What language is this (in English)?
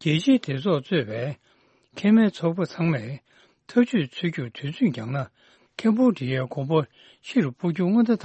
Tibetan